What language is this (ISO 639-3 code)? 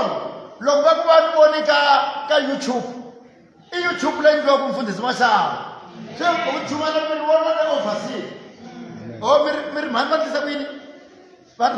tso